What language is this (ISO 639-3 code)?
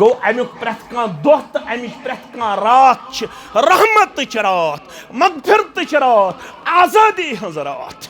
kas